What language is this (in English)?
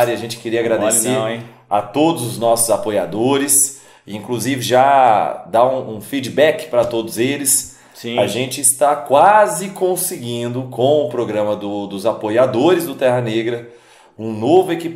Portuguese